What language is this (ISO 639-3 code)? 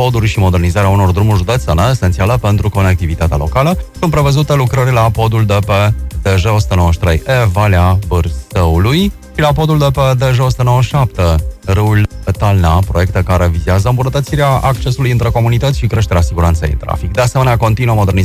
ron